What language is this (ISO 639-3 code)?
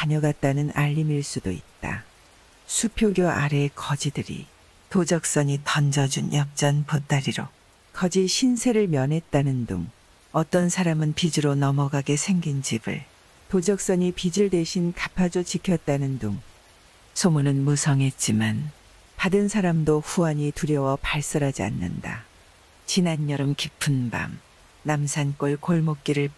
kor